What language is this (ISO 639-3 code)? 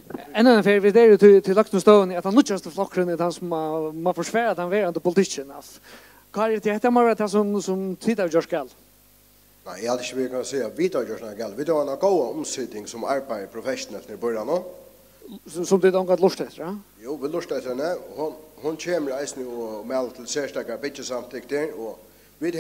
fao